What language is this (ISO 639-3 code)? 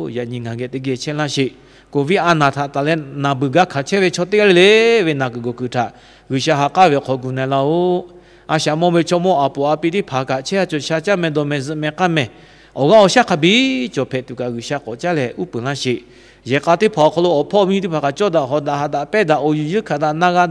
lhu